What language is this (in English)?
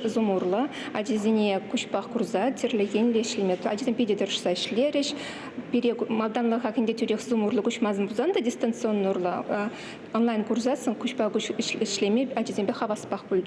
Chuvash